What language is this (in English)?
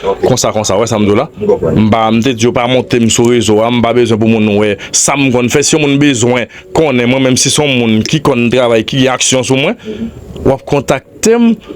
Haitian Creole